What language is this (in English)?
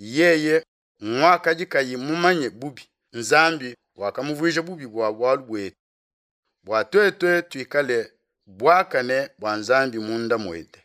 Luba-Lulua